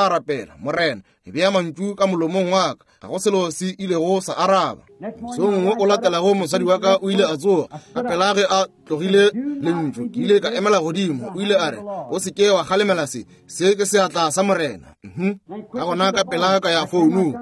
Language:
Northern Sotho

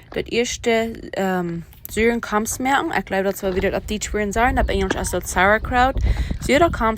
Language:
Plautdietsch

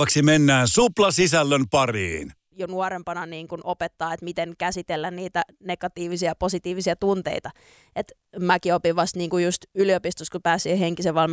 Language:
Finnish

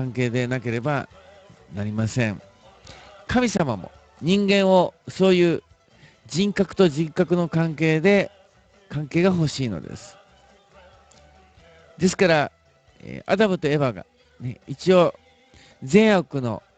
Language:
Japanese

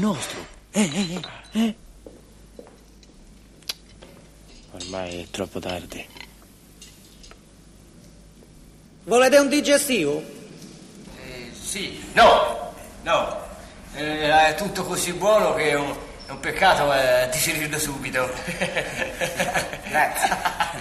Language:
Italian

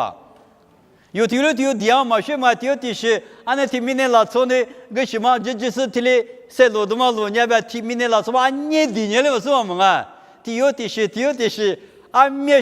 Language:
Lisu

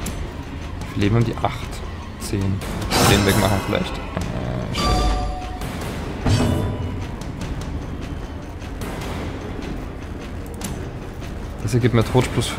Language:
German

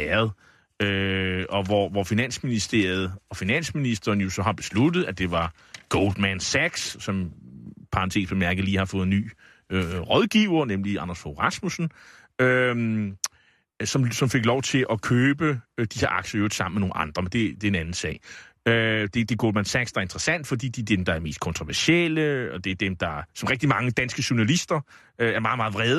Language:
Danish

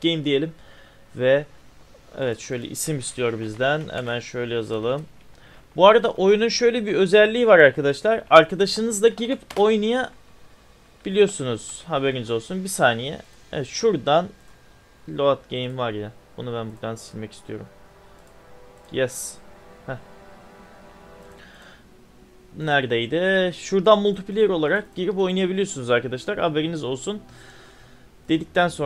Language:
Turkish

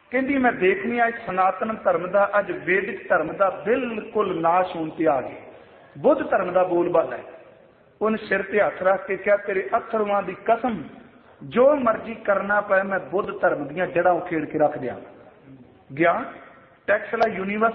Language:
Punjabi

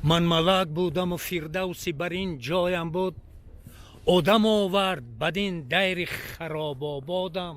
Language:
Tajik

